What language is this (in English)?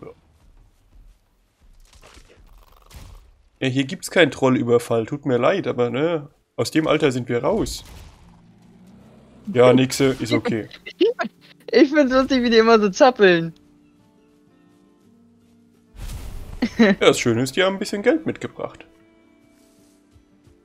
German